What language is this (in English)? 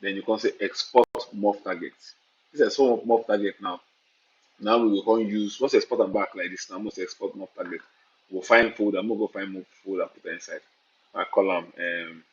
Nigerian Pidgin